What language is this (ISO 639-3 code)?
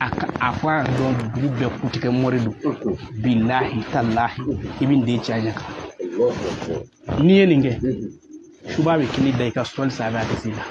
bam